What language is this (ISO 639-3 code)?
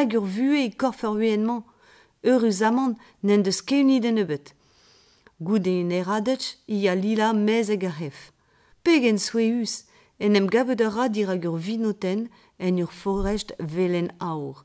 bre